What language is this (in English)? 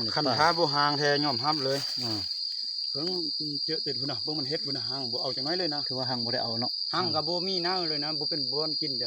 Lao